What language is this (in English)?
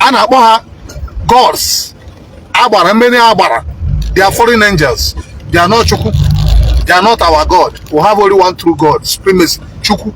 Igbo